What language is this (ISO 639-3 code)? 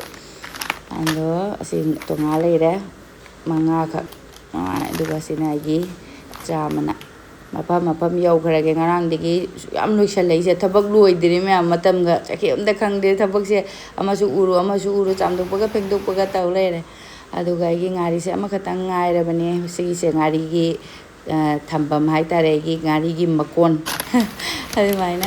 mni